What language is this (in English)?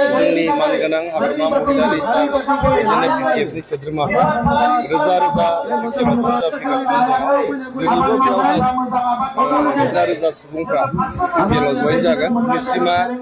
Bodo